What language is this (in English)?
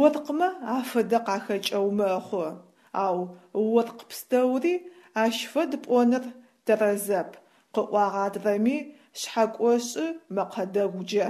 Adyghe